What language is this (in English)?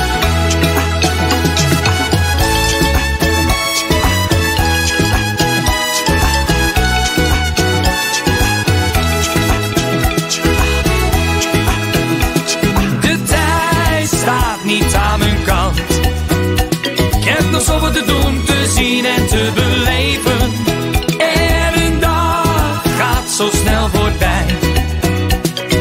Dutch